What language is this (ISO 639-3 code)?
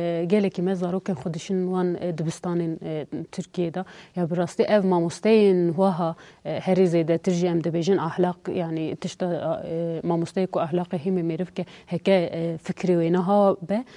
kur